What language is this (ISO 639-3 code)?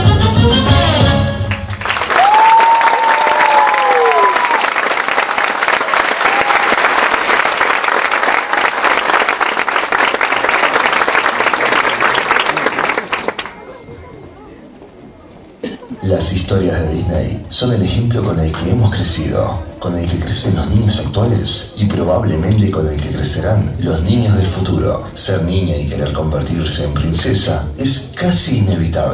spa